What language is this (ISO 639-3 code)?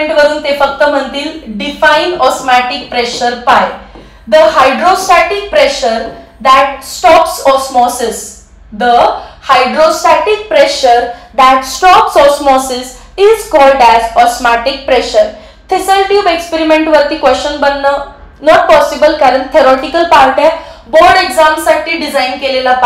mar